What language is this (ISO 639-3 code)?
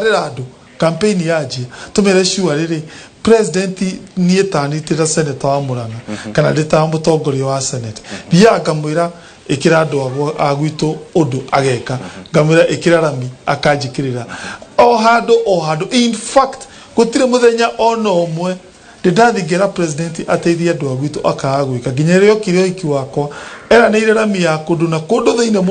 kik